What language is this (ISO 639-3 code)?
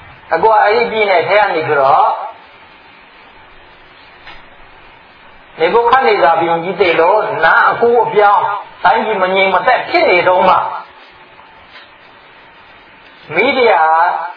mya